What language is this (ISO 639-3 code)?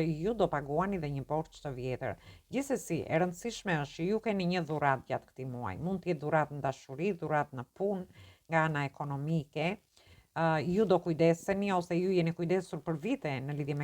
sqi